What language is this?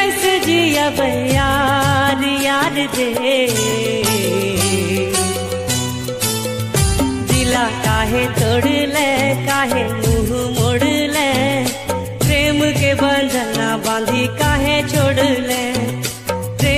Bhojpuri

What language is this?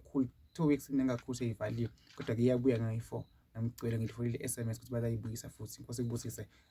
Zulu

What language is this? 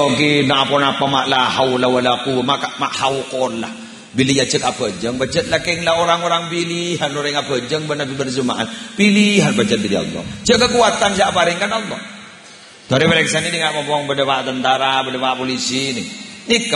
Madurese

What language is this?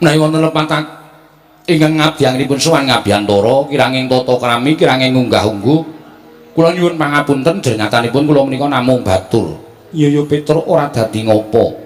Javanese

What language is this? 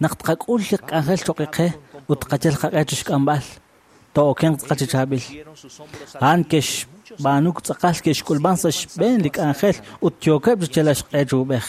Kekchí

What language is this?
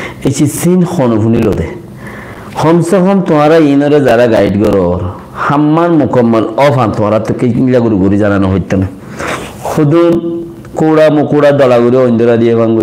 Rohingya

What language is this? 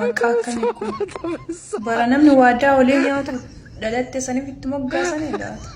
Oromo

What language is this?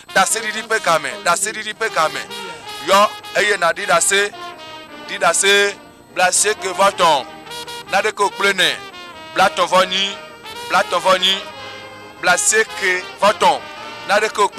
Ewe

